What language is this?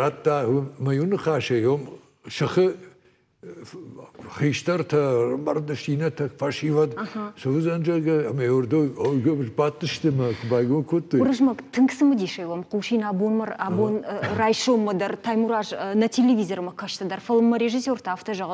Ossetic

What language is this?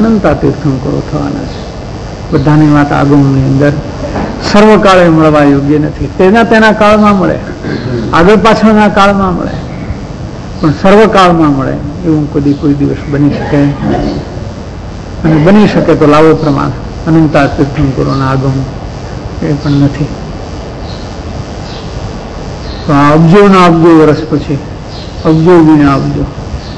Gujarati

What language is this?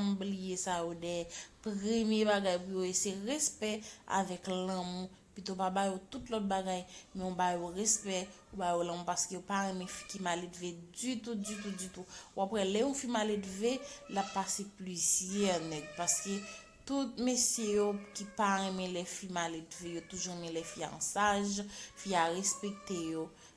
Haitian Creole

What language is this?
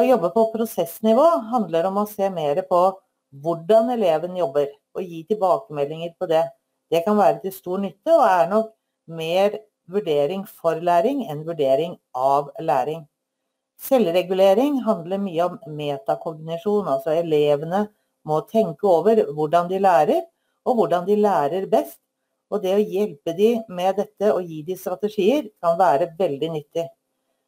Norwegian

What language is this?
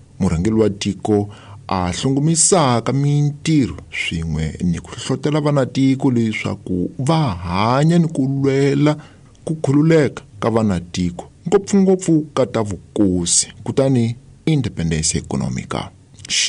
Tsonga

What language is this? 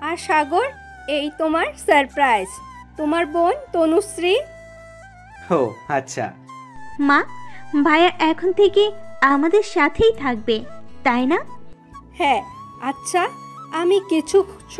Bangla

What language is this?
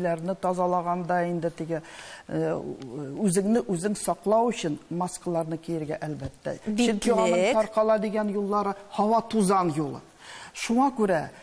Tatar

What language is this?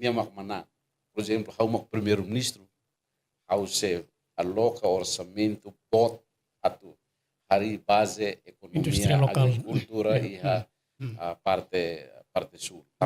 Tetum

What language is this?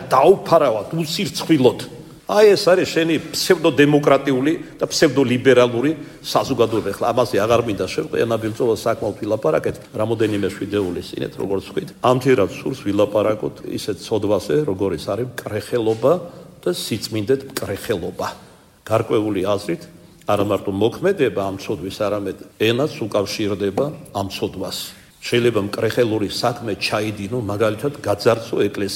Georgian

